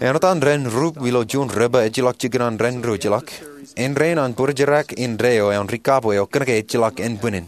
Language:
Marshallese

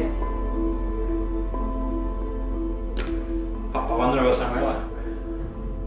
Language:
Swedish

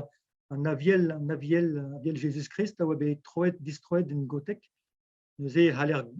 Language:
Breton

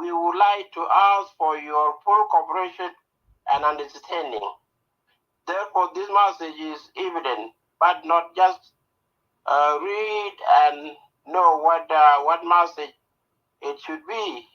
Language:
Nuer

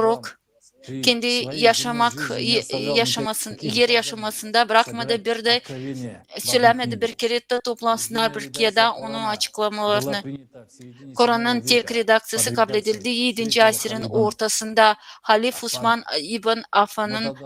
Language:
Gagauz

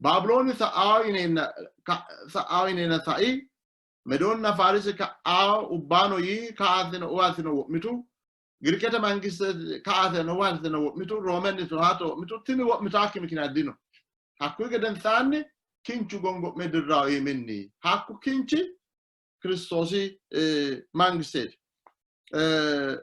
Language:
Sidamo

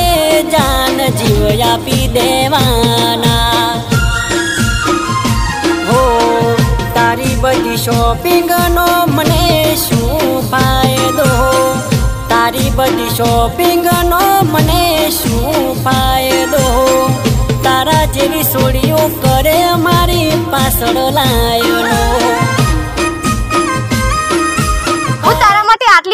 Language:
Gujarati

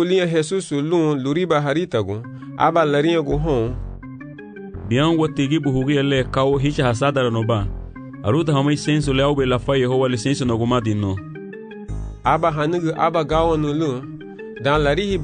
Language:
Garifuna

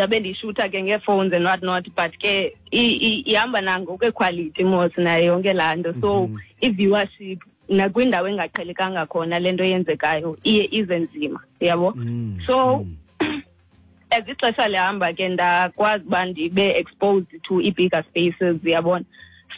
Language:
Xhosa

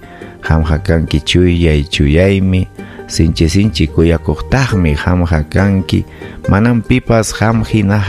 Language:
Ayacucho Quechua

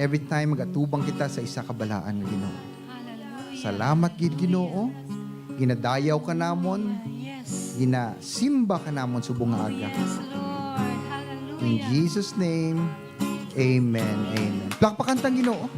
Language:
Hiligaynon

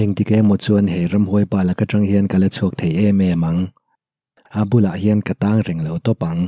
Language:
Mizo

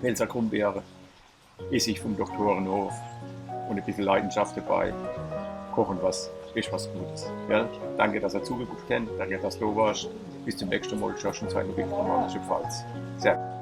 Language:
Palatine German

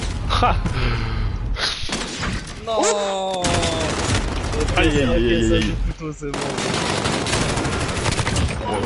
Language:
French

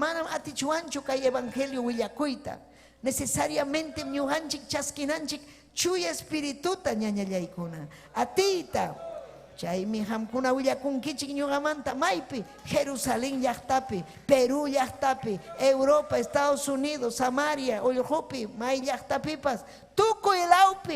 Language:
Ayacucho Quechua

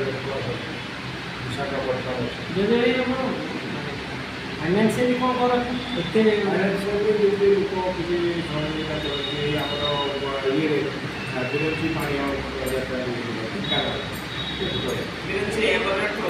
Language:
Odia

